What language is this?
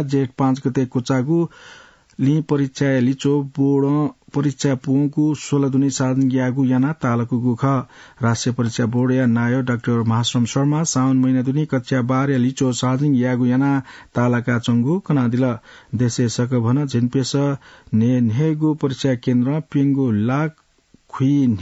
Newari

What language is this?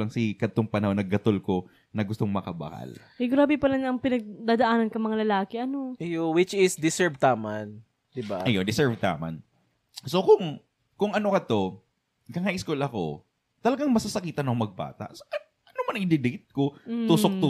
Bikol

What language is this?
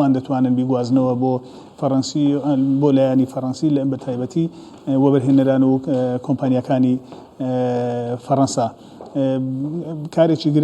Central Kurdish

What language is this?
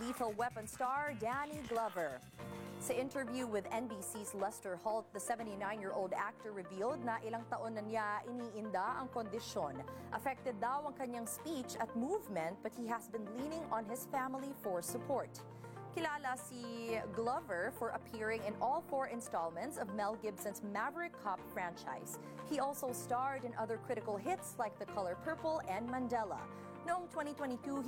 Filipino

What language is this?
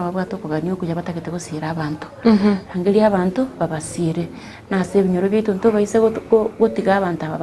Gusii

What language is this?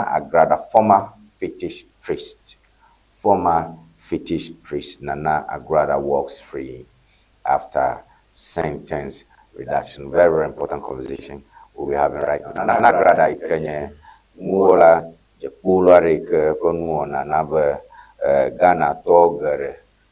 Ewe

